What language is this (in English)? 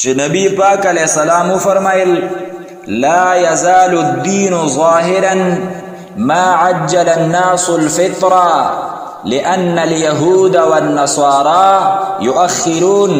Pashto